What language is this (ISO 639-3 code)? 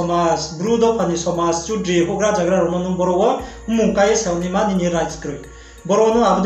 ria